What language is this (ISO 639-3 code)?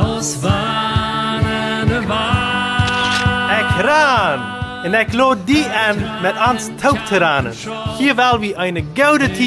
pdt